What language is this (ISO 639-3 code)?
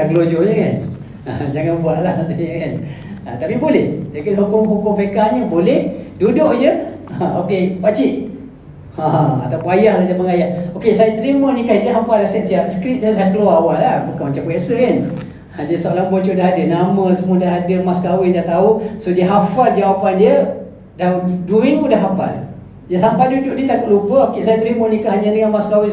msa